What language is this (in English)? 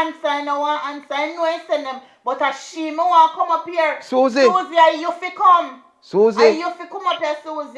Jamaican Creole English